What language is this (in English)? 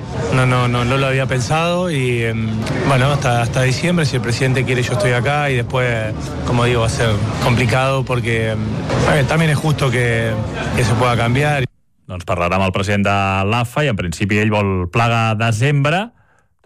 Catalan